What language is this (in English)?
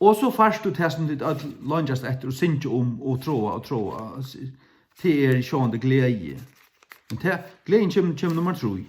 Faroese